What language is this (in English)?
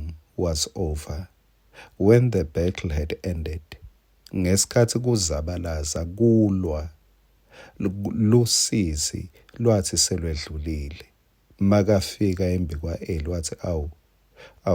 Swati